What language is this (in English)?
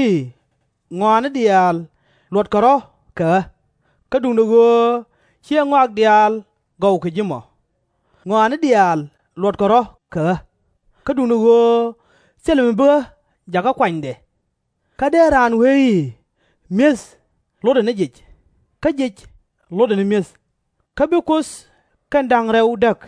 Nuer